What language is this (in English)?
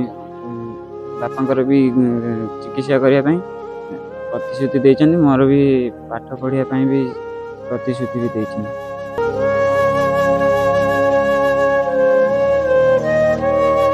Odia